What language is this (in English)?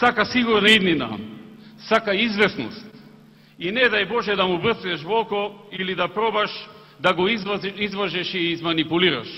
Macedonian